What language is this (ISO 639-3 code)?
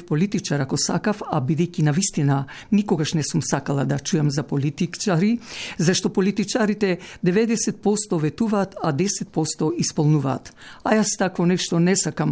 mkd